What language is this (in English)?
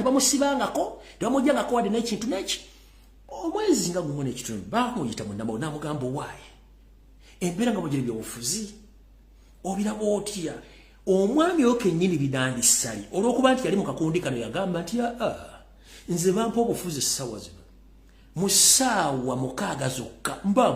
Ganda